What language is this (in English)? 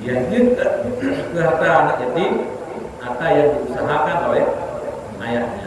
Achinese